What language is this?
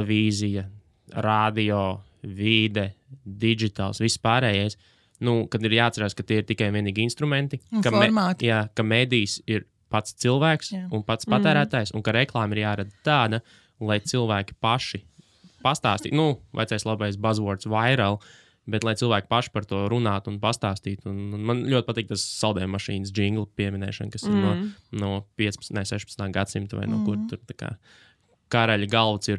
Latvian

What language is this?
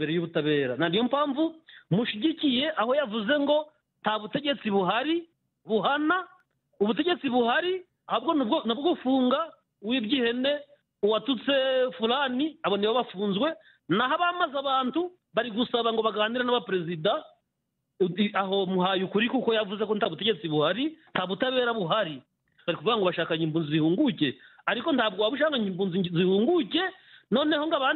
Kinyarwanda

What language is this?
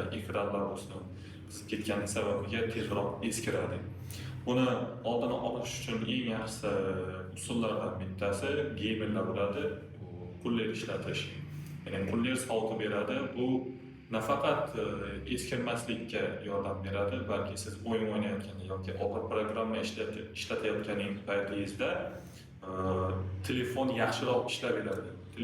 Uzbek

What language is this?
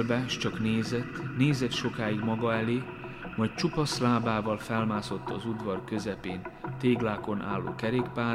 Hungarian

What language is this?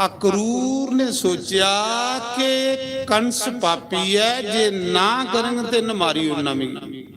Dogri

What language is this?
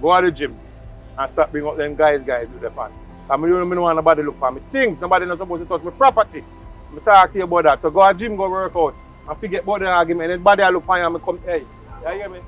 Jamaican Creole English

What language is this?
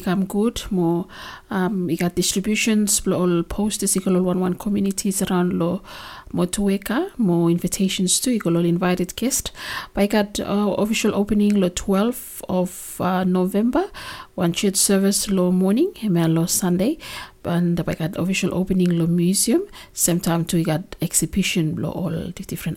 Bislama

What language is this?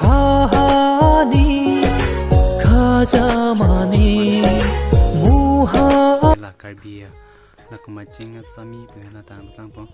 Karbi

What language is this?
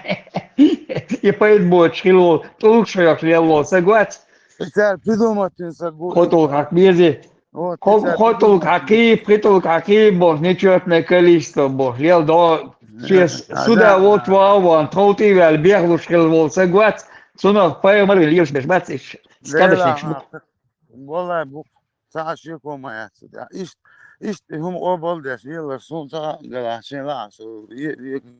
Chechen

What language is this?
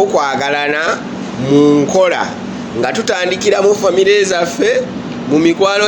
Ganda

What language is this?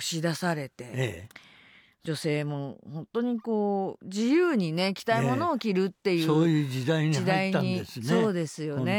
Japanese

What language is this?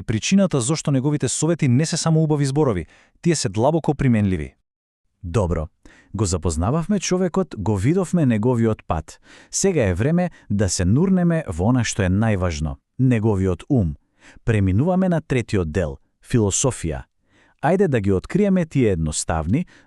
Macedonian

